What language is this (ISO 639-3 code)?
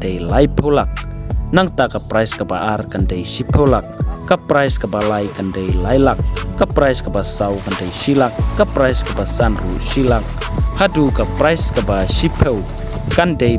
kha